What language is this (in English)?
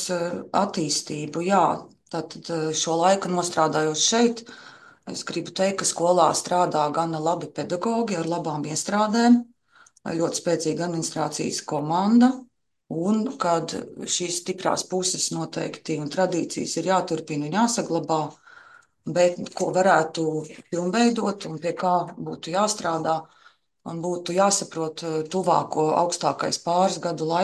Latvian